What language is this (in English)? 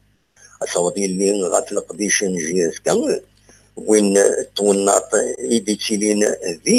Kabyle